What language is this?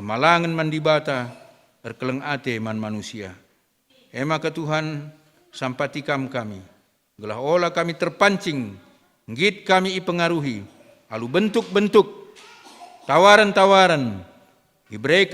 Batak Karo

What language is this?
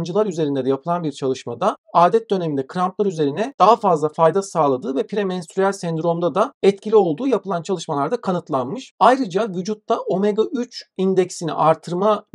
Turkish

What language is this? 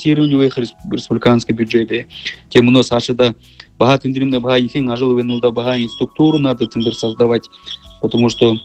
Buriat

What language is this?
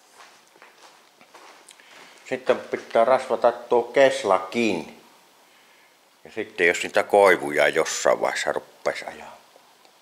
Finnish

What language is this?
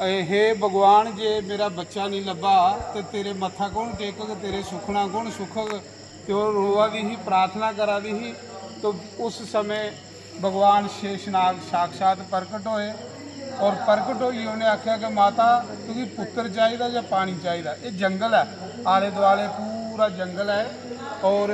Dogri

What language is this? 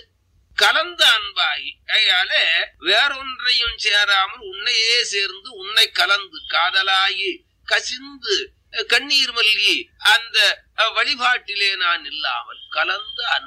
Tamil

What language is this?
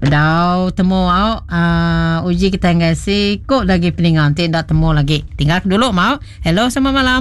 Iban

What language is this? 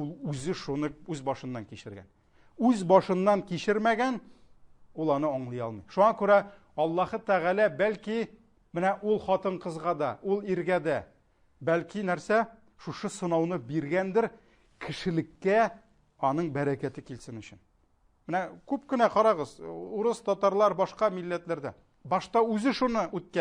Tatar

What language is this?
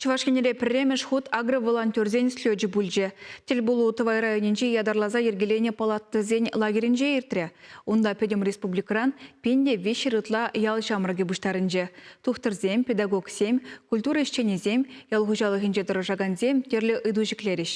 Chuvash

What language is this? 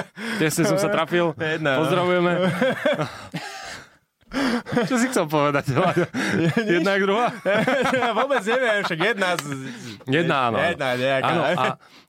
Slovak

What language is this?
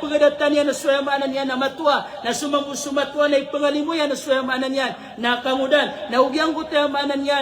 Maranao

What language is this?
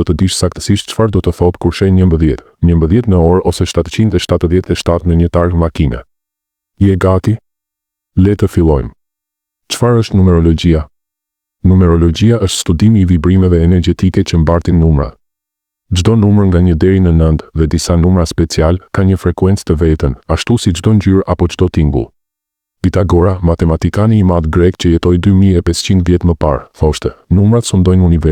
Albanian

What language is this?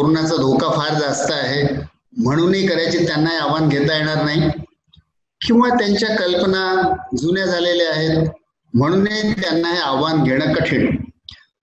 Marathi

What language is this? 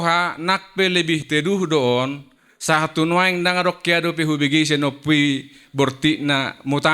Batak Toba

